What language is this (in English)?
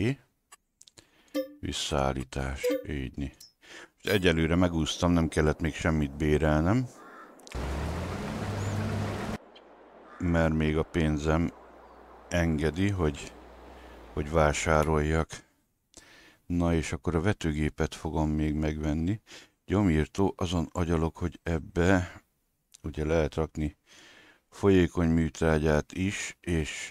Hungarian